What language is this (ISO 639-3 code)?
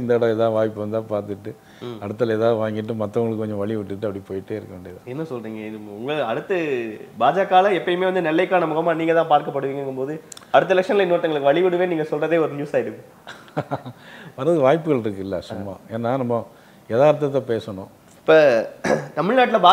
tam